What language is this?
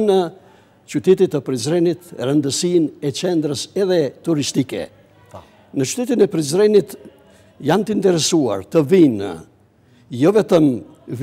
Albanian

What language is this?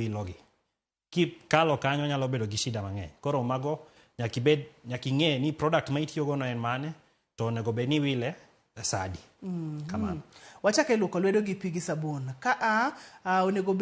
Luo (Kenya and Tanzania)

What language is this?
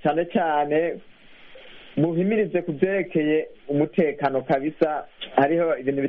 Kinyarwanda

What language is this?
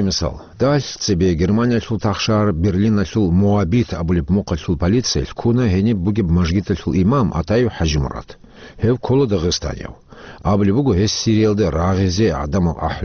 Avaric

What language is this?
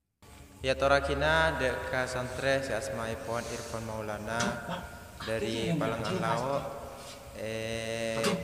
Madurese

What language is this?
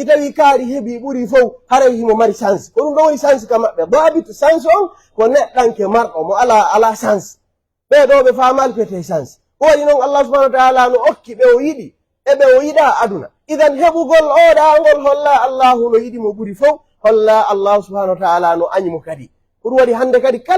Pular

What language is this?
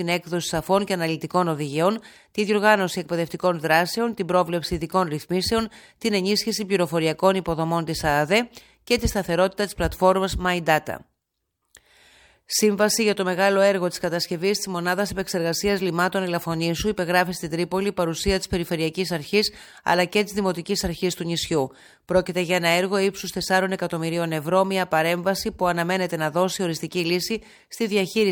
Greek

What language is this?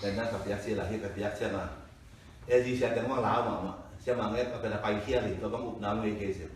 Tedim Chin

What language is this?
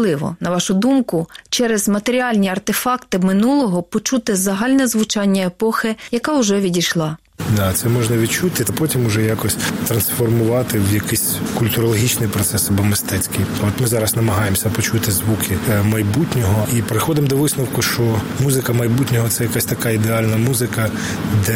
Ukrainian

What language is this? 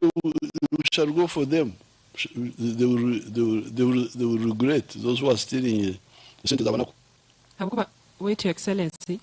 Nyankole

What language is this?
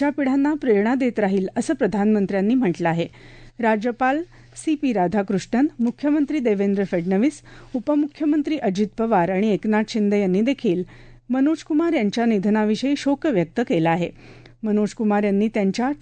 Marathi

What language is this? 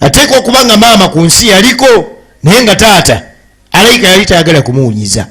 Ganda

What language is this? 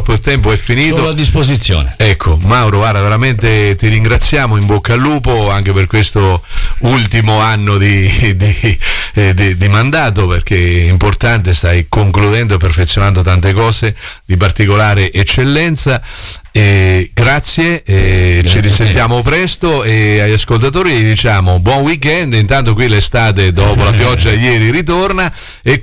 Italian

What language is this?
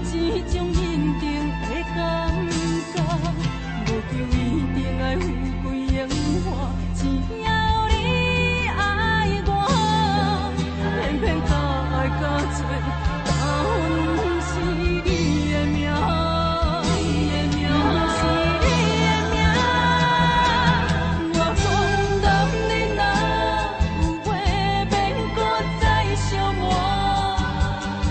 Min Nan Chinese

